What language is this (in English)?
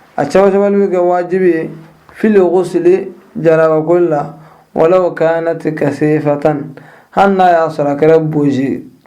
Bambara